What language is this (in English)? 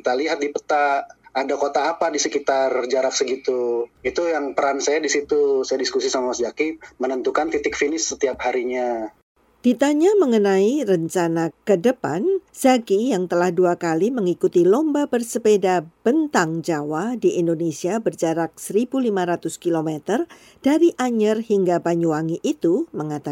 Indonesian